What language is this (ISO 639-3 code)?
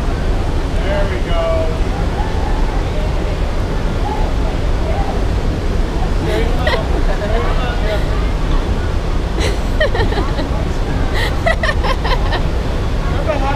eng